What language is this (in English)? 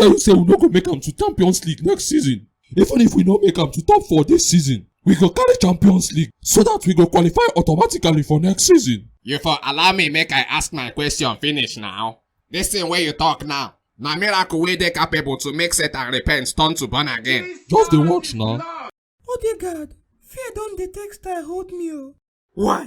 Nigerian Pidgin